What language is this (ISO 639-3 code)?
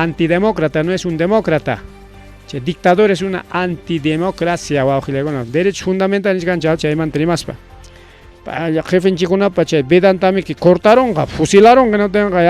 quy